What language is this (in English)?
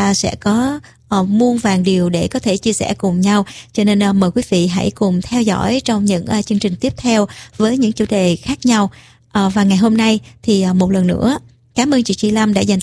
Vietnamese